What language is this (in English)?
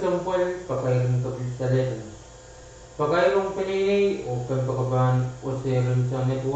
Pohnpeian